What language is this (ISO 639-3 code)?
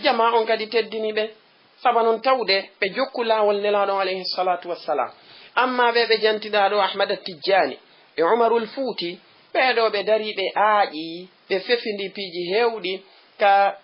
ful